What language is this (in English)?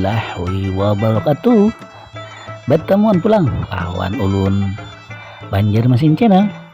Banjar